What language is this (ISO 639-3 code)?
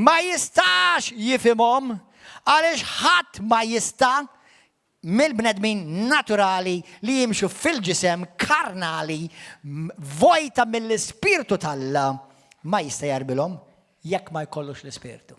mlt